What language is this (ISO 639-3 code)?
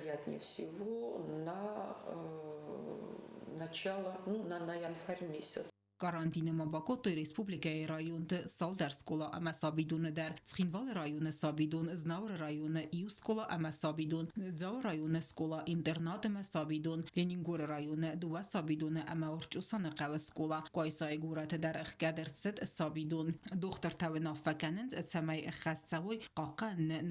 oss